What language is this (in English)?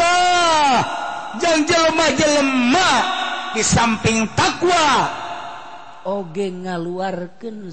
Sundanese